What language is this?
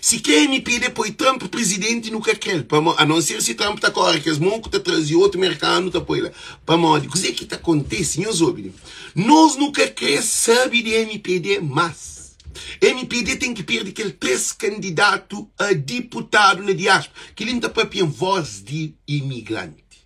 Kabuverdianu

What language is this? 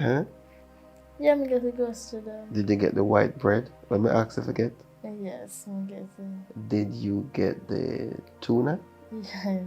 Jamaican Creole English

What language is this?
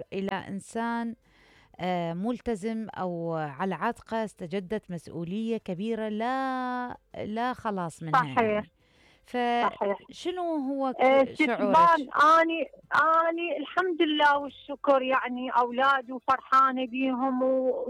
Mesopotamian Arabic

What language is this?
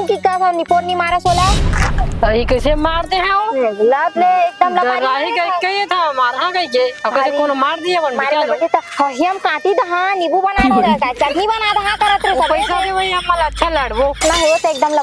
Chhattisgarhi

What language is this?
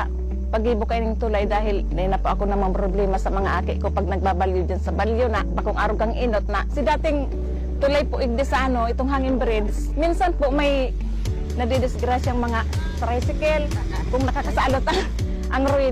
Bikol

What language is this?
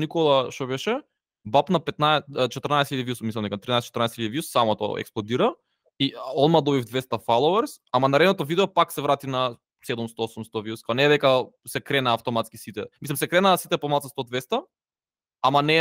Macedonian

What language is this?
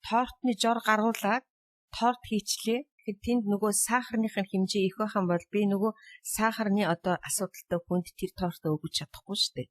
Mongolian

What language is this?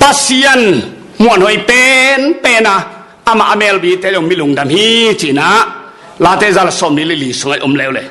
Tedim Chin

